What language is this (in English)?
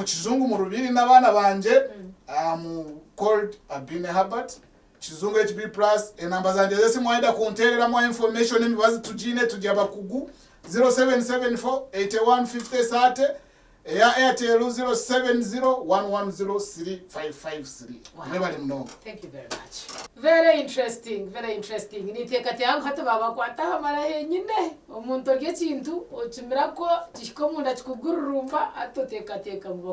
Nyankole